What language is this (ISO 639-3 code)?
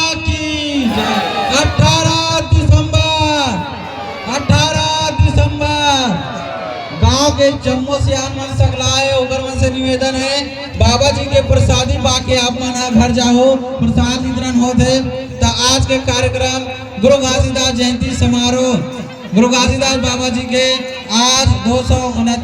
hne